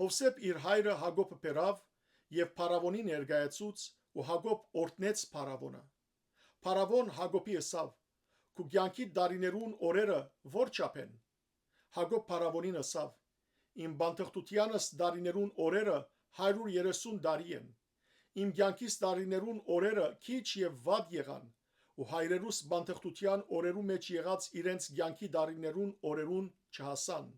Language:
Western Armenian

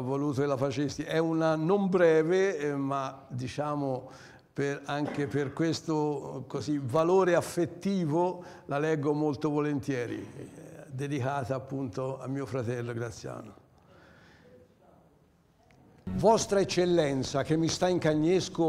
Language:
Italian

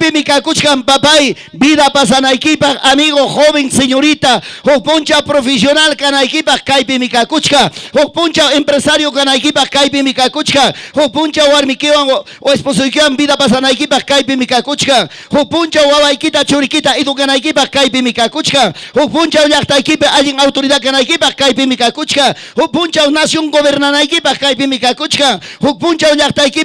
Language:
Ayacucho Quechua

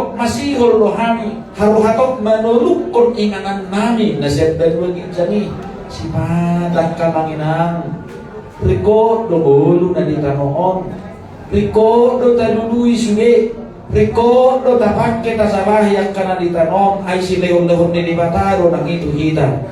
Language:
Batak Toba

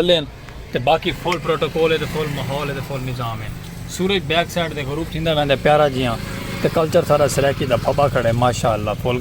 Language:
Saraiki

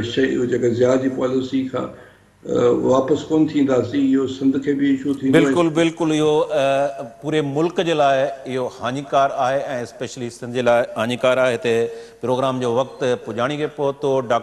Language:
Sindhi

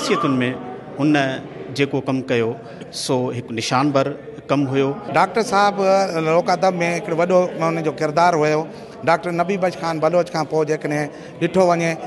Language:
Sindhi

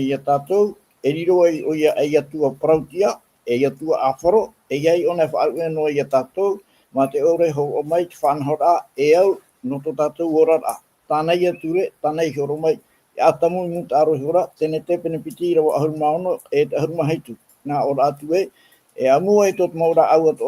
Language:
Tahitian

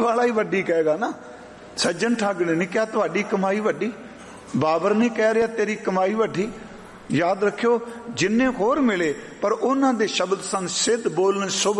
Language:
Punjabi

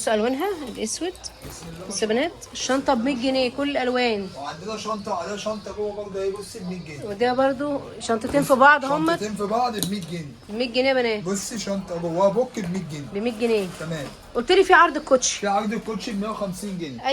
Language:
Egyptian Arabic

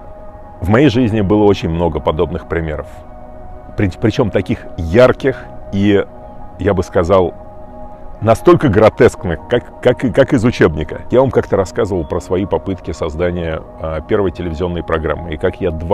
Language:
Russian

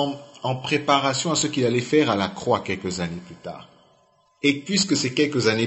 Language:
French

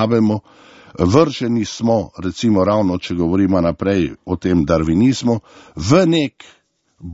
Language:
Slovenian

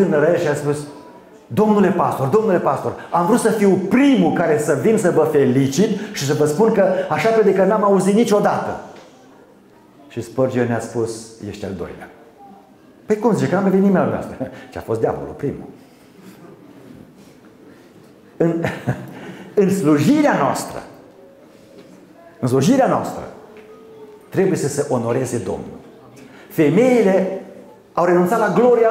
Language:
Romanian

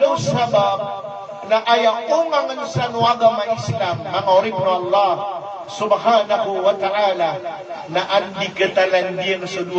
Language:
Maranao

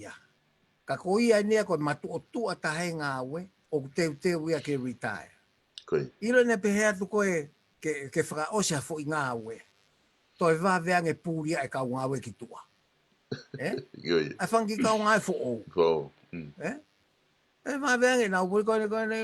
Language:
Tongan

